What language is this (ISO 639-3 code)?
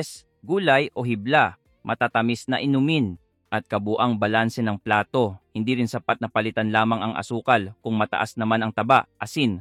fil